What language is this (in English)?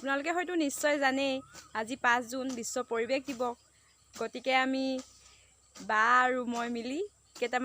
Assamese